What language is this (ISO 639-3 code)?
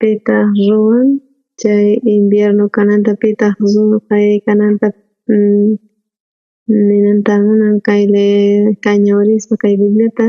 quh